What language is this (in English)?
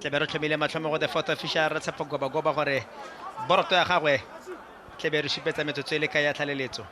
Tswana